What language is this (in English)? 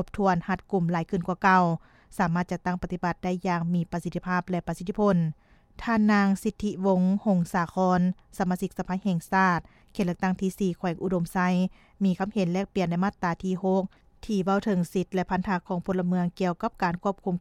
Lao